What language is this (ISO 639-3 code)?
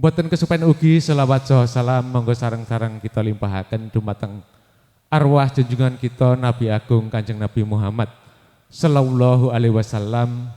jav